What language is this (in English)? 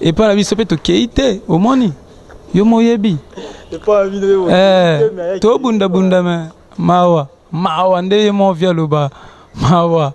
Lingala